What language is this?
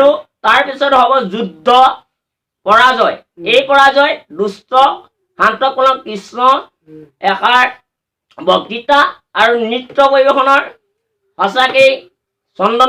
Assamese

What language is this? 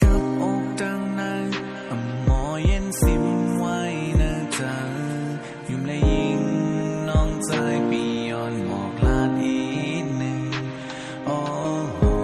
Shan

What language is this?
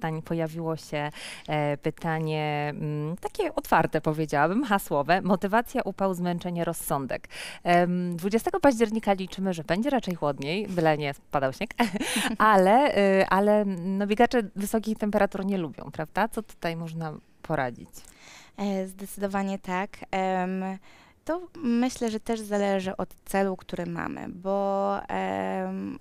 Polish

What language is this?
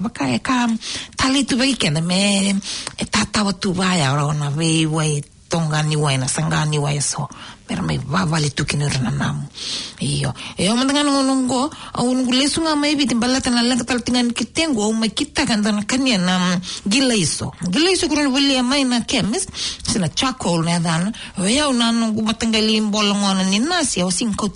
Fijian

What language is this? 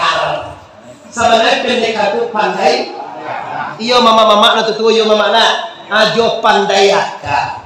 Minangkabau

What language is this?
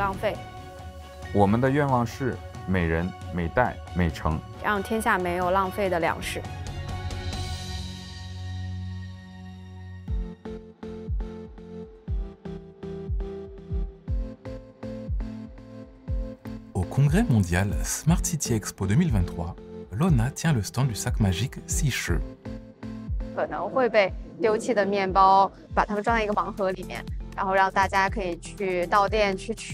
Chinese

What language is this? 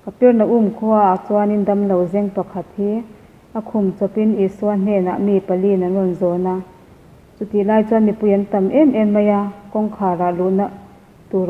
Mizo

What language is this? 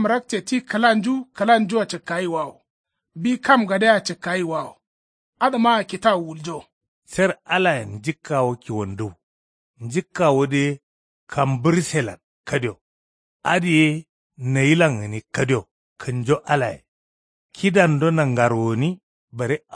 Kanuri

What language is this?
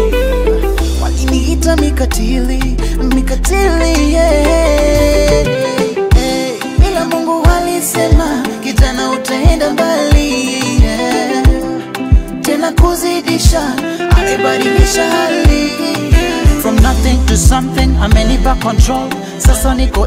Swahili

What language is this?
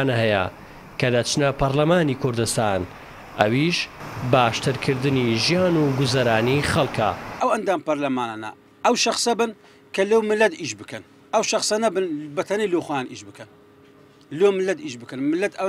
Central Kurdish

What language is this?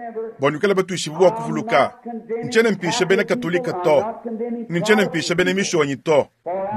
Luba-Lulua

